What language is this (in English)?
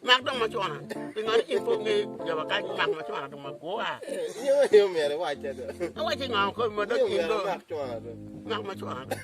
Acoli